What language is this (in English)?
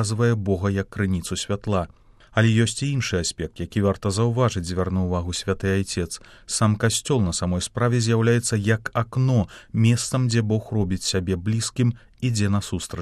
Belarusian